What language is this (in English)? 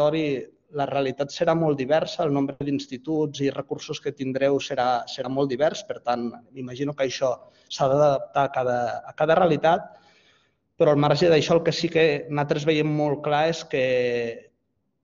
Catalan